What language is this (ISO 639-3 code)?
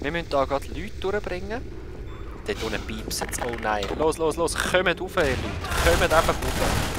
gsw